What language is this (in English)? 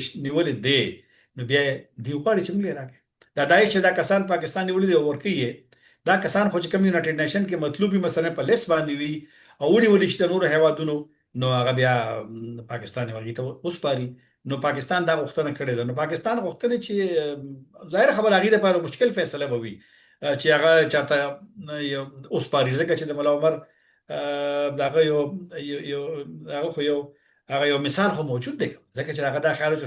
Pashto